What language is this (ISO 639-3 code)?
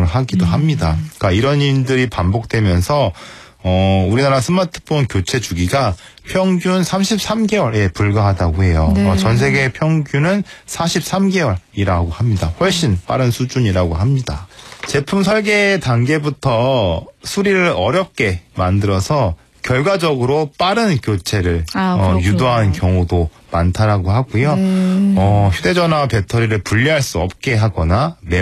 kor